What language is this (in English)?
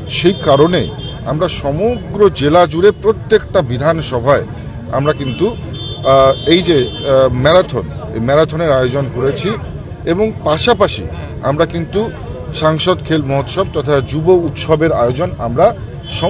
Bangla